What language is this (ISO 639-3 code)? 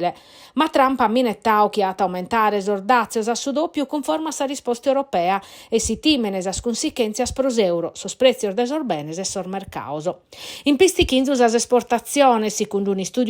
srd